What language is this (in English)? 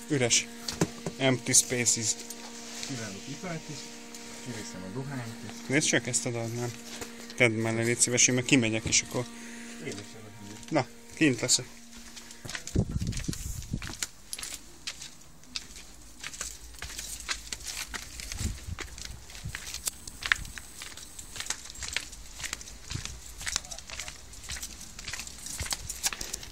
Hungarian